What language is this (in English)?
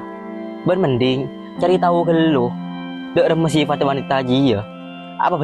Madurese